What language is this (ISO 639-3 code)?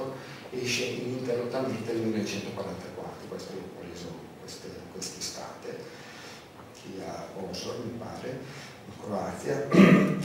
ita